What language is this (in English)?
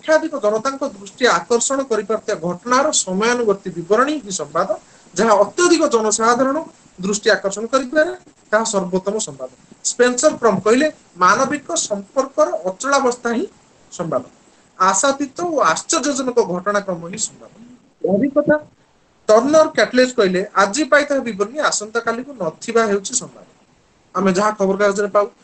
Odia